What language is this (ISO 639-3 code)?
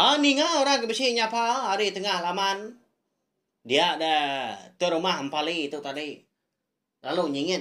iba